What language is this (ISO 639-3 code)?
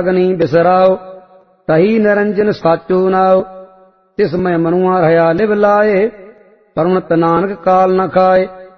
pan